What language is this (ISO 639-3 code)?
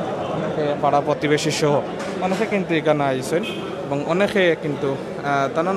syl